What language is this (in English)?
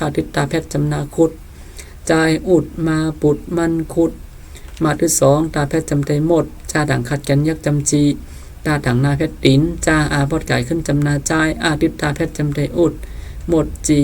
Shan